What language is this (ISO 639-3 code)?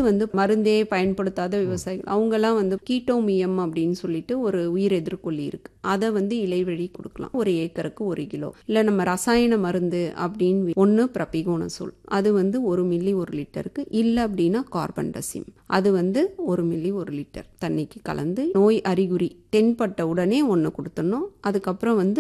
tam